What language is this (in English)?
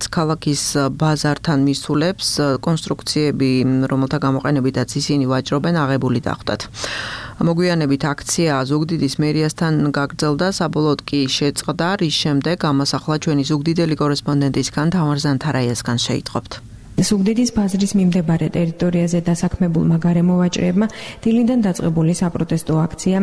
Georgian